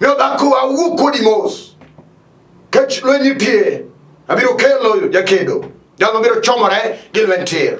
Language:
Luo (Kenya and Tanzania)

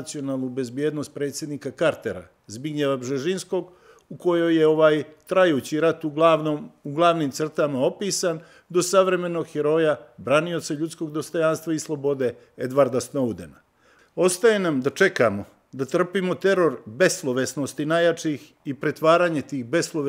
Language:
Serbian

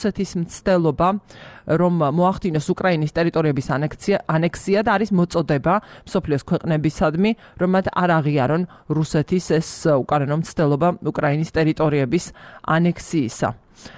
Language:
Georgian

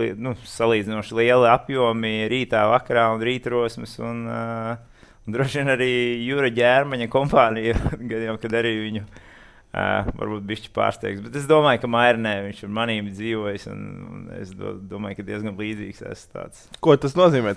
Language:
Latvian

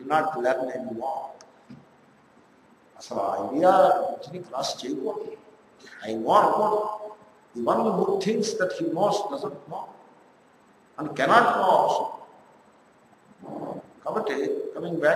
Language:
Telugu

